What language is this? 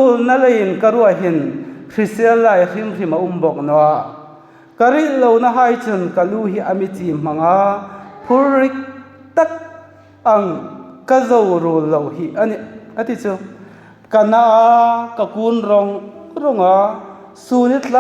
Hmar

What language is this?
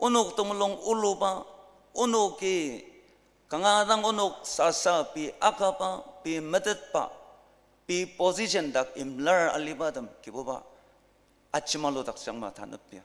Ao Naga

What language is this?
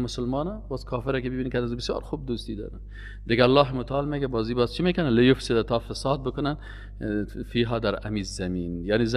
Persian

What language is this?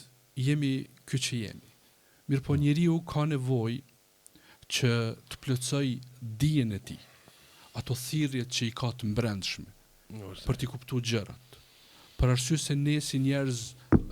Albanian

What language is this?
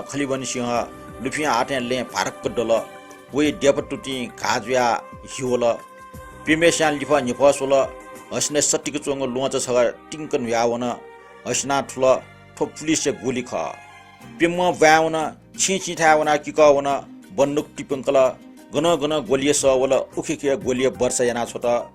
Newari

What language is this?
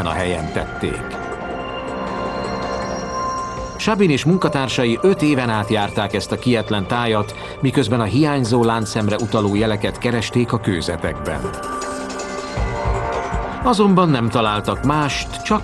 Hungarian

